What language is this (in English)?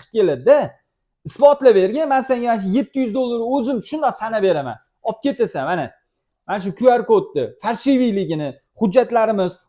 Uzbek